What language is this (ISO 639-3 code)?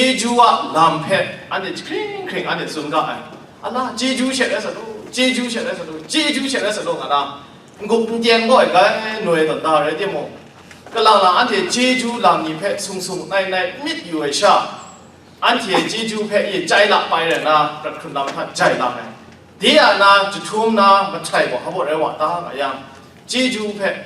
kac